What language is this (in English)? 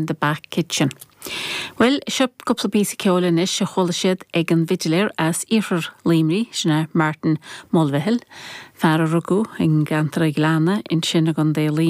Irish